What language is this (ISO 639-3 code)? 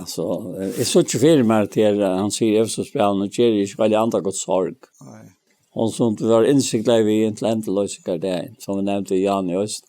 fao